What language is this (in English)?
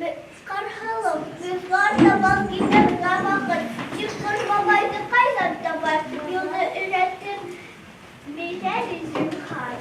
Bashkir